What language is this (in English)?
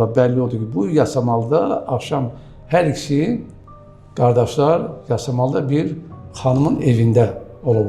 Azerbaijani